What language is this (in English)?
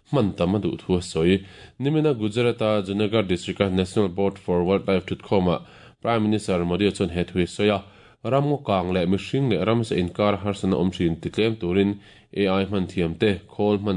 Mizo